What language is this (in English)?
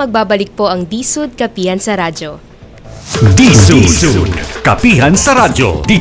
Filipino